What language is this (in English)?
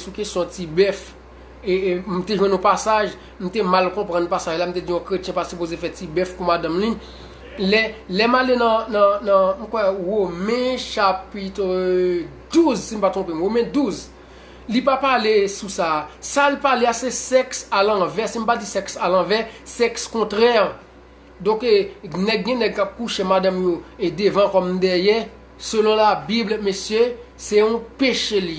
Haitian Creole